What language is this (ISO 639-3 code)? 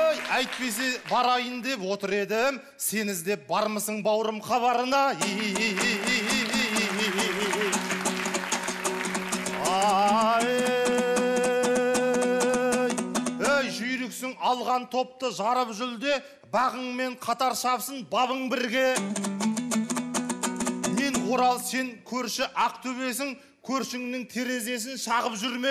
kaz